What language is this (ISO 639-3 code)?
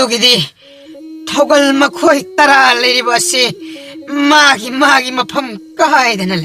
mni